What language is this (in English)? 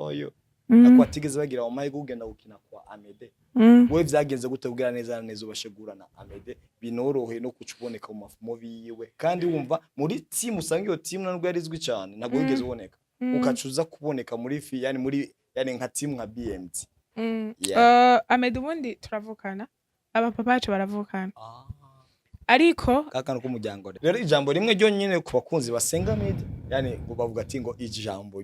Rundi